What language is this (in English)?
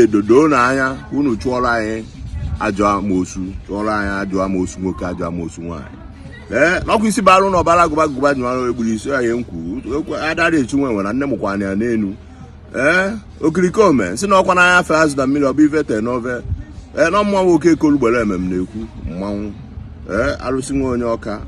Igbo